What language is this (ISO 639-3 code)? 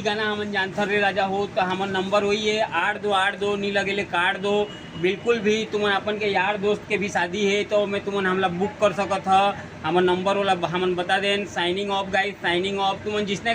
hne